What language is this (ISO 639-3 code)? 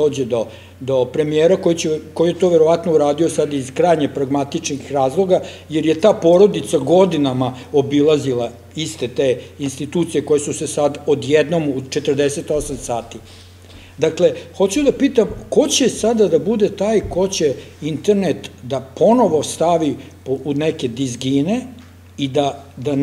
srp